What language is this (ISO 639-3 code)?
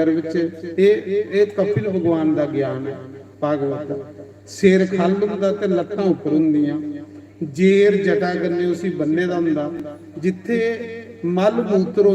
doi